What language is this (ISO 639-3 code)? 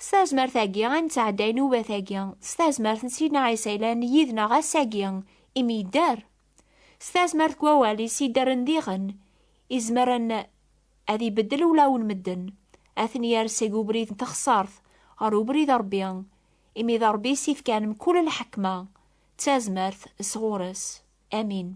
kab